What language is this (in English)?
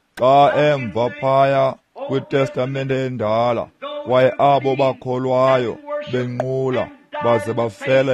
Xhosa